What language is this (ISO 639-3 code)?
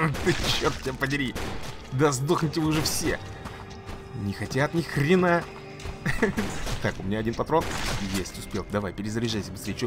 rus